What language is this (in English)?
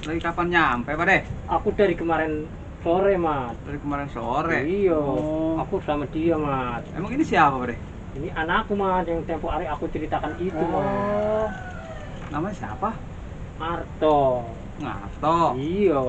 Betawi